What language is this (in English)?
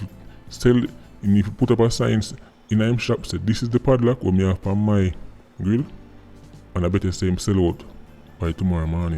Jamaican Creole English